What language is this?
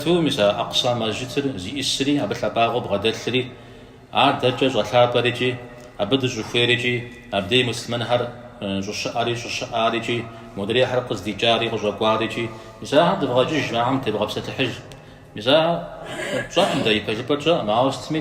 Kabardian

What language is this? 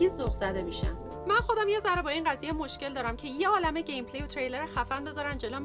Persian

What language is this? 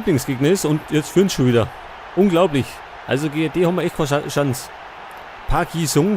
Bavarian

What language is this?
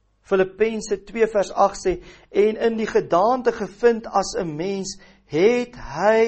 Afrikaans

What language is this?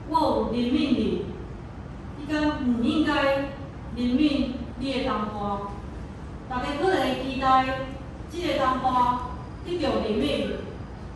Min Nan Chinese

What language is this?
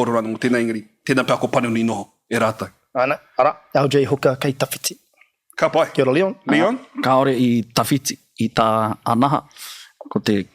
Māori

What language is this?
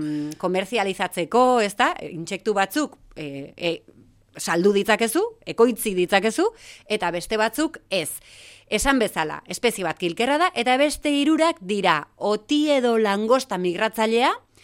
Basque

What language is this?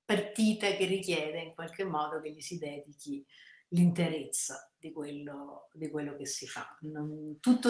Italian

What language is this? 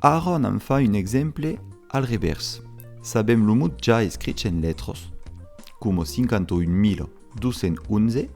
Occitan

